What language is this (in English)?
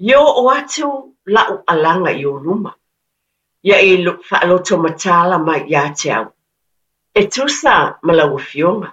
Samoan